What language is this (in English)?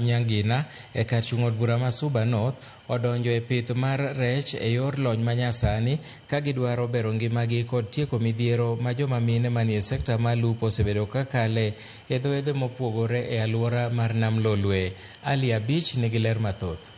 Luo (Kenya and Tanzania)